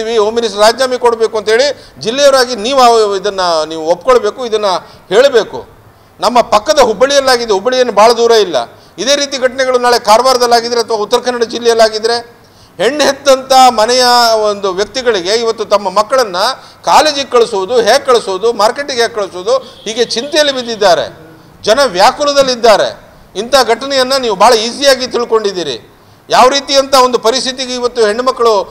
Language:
Kannada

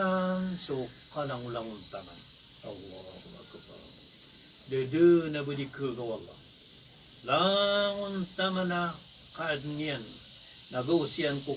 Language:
Maranao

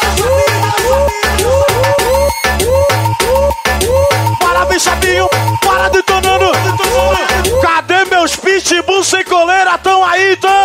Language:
Portuguese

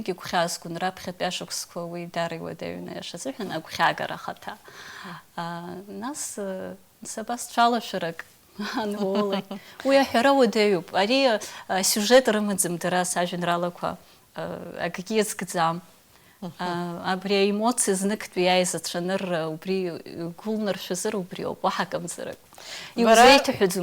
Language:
Abkhazian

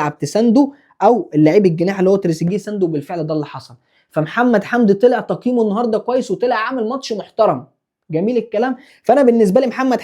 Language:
Egyptian Arabic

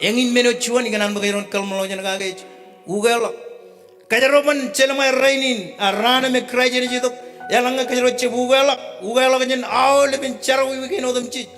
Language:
Marshallese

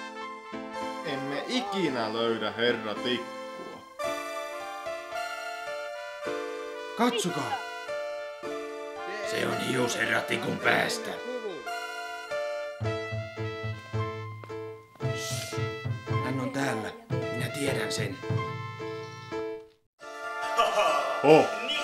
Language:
Finnish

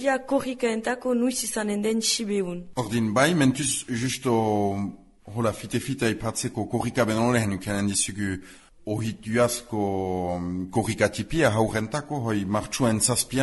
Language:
Basque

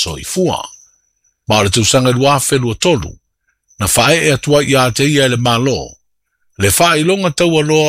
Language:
Samoan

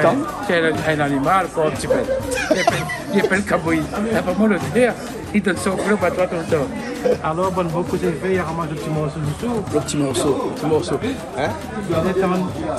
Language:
Réunion Creole French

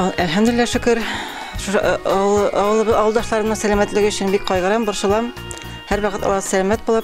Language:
Bashkir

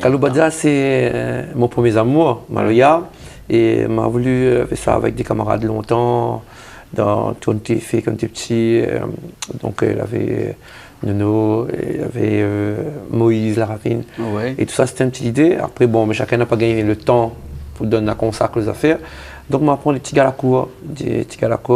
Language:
Réunion Creole French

